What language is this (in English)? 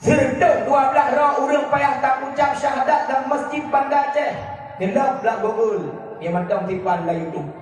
Achinese